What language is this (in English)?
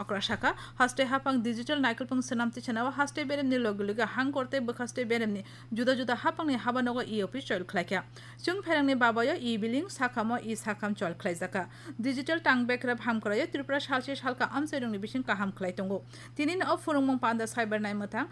Kok Borok